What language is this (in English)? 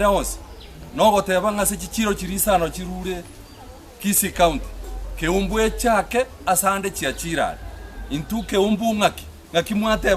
Gusii